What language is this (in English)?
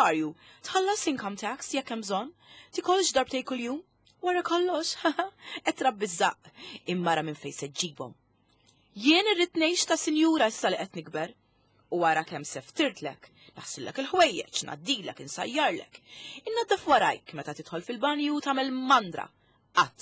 Maltese